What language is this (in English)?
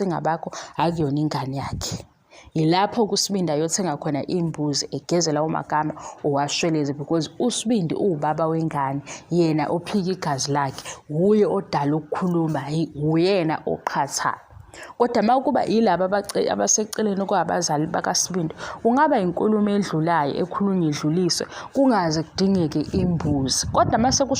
Zulu